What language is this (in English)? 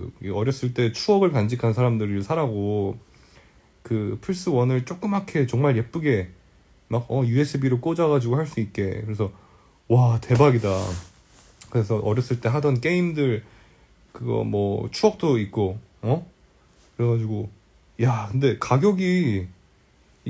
Korean